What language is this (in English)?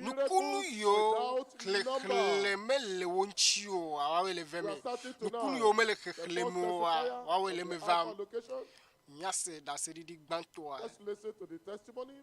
Ewe